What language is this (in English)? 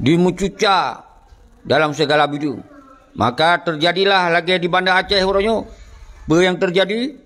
Achinese